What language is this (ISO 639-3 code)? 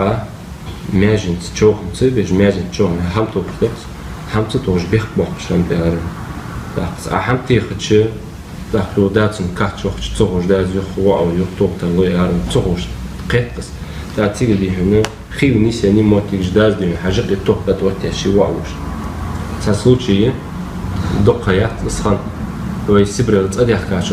inh